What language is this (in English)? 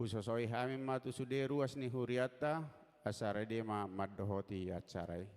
Batak Toba